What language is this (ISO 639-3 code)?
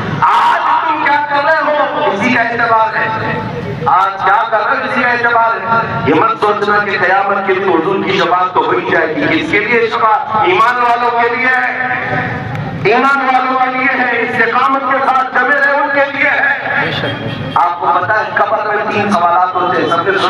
urd